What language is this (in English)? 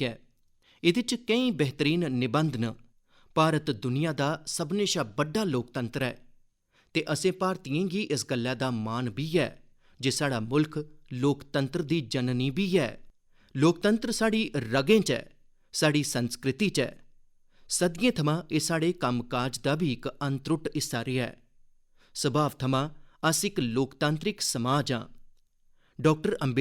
Dogri